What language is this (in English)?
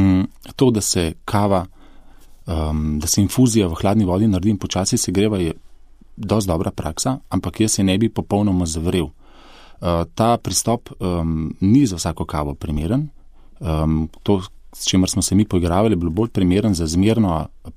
Slovenian